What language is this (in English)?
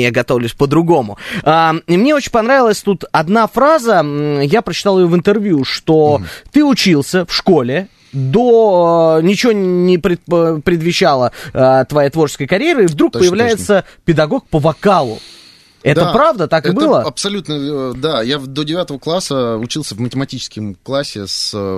Russian